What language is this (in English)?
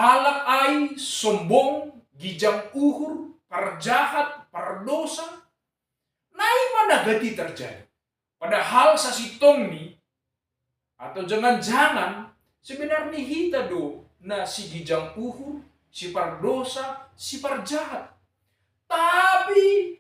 Batak Simalungun